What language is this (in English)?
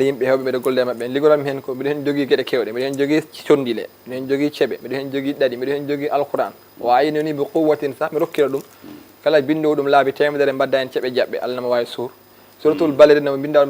Fula